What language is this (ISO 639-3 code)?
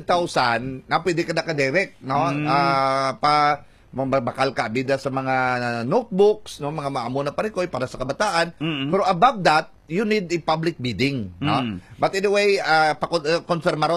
hil